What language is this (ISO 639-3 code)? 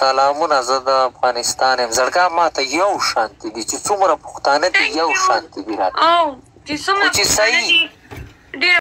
pus